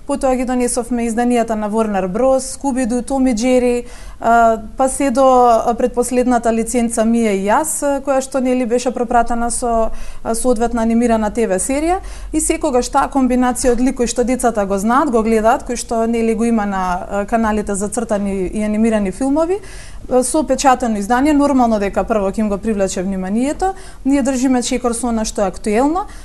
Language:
Macedonian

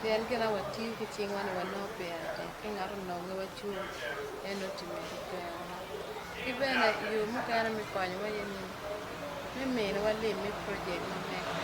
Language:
Acoli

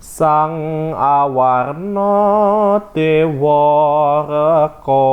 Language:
Javanese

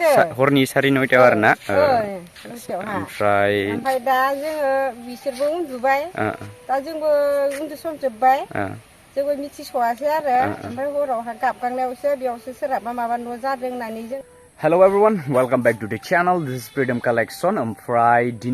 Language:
Bodo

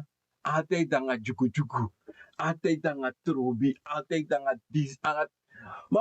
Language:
Sranan Tongo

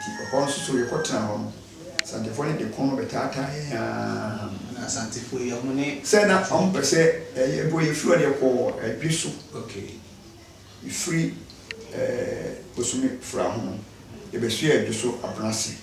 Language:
Akan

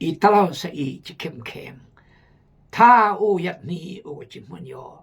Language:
Khmu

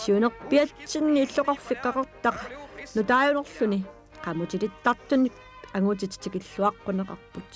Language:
Kalaallisut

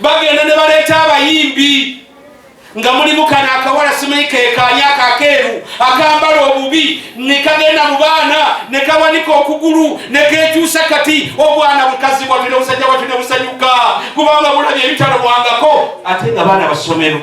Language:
Ganda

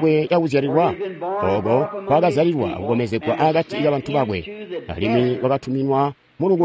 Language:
Tonga (Zambia)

